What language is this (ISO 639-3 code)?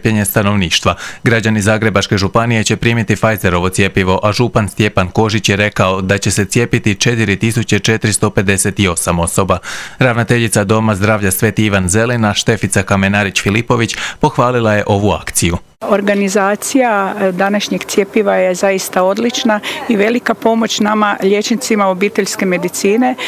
hrv